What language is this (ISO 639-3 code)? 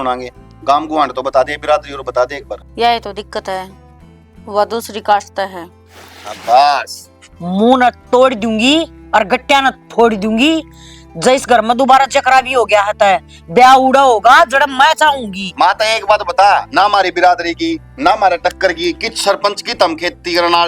bgc